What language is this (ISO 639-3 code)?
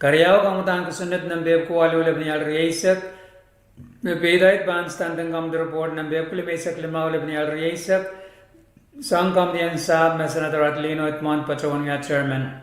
pon